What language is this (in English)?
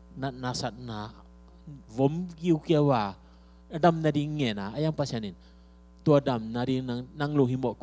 Tedim Chin